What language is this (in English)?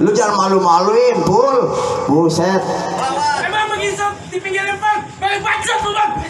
Betawi